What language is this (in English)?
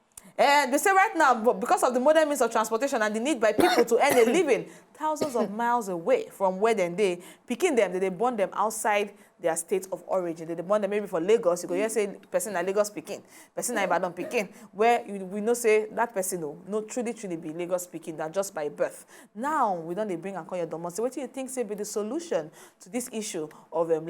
Nigerian Pidgin